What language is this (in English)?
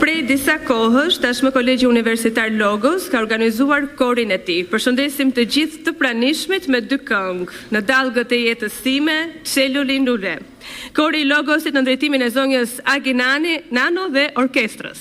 Albanian